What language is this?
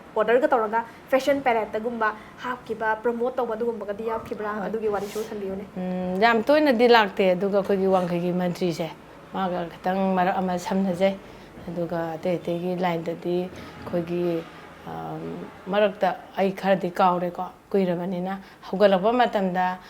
Manipuri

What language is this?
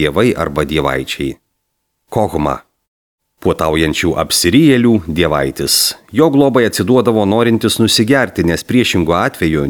Lithuanian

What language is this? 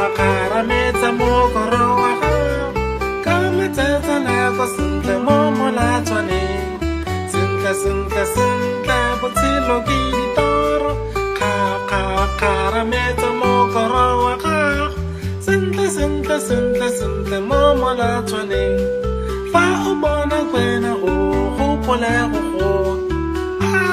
Tswana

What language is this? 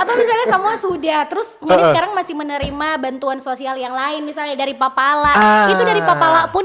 Manado Malay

